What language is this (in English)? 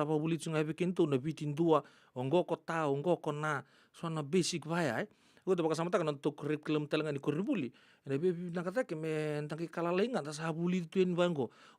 Fijian